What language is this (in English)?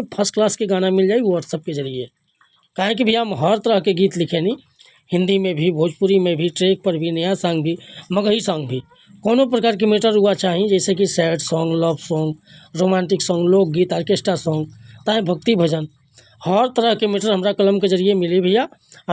Bhojpuri